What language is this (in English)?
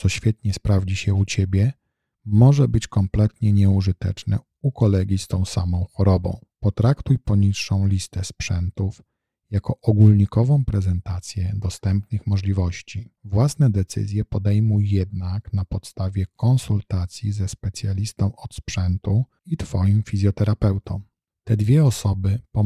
Polish